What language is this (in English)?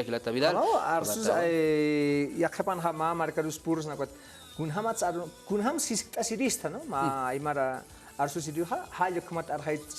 Aymara